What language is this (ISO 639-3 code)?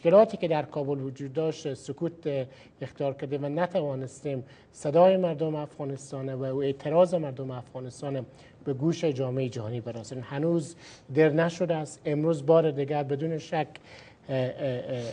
fas